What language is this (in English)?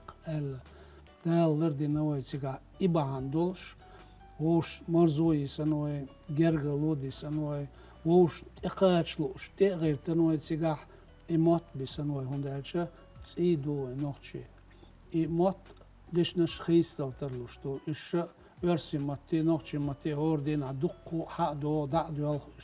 Chechen